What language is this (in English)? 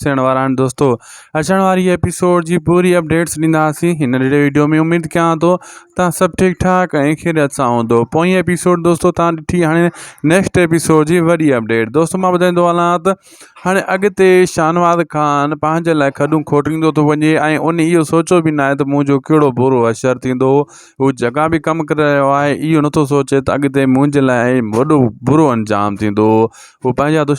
Sindhi